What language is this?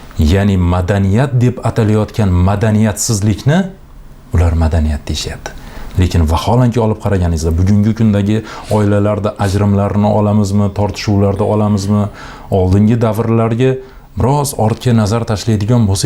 Uzbek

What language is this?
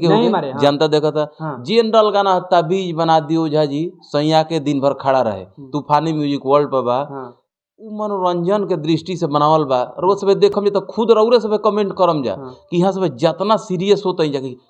Bhojpuri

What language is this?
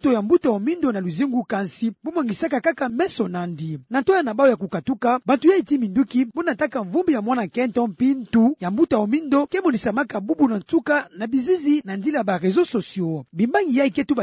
Kituba (Democratic Republic of Congo)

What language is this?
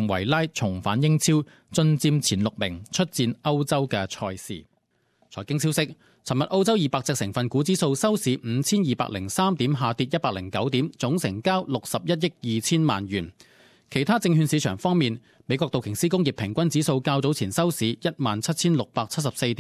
Cantonese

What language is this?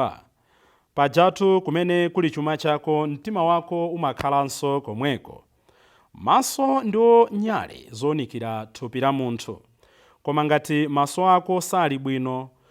Nyanja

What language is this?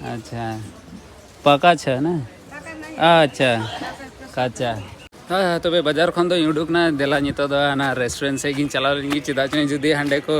Santali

